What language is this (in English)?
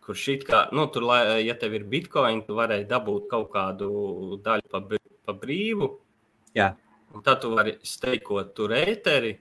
Latvian